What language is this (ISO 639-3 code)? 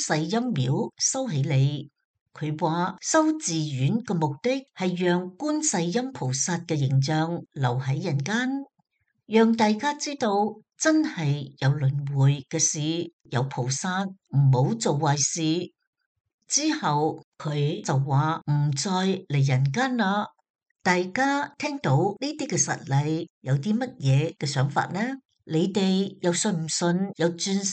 yue